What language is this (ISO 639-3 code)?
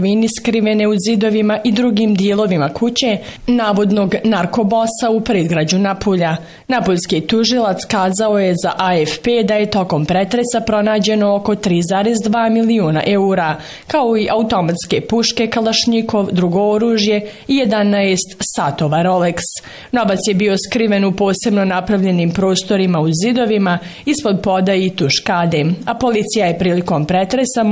bos